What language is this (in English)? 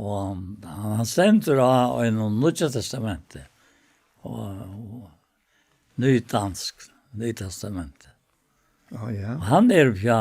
Faroese